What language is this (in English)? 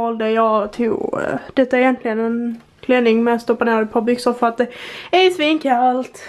Swedish